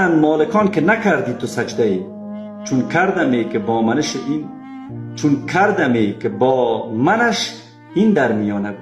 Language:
Persian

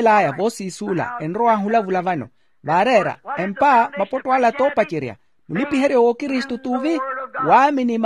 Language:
Makhuwa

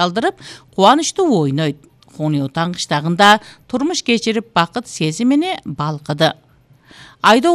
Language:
Kyrgyz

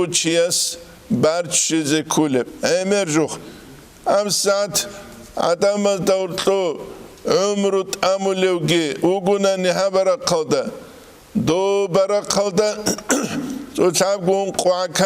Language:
Avaric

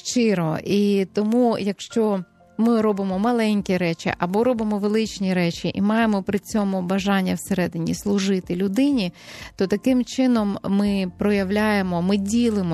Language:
Ukrainian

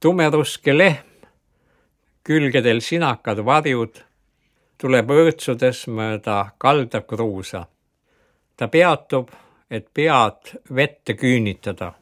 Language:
Estonian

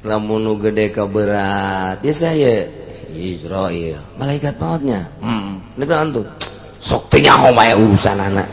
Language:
Sundanese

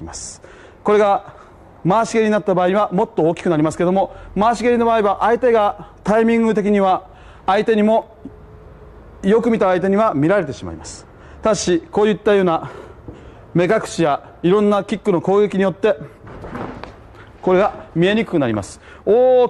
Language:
Japanese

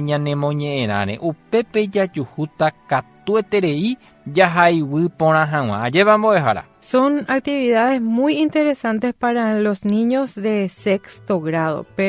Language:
Guarani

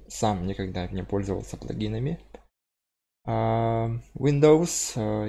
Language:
Russian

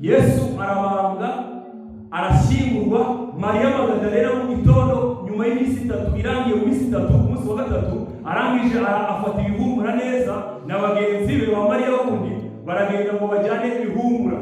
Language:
Kinyarwanda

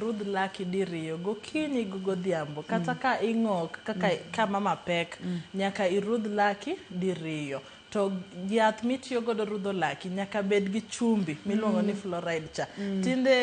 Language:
Luo (Kenya and Tanzania)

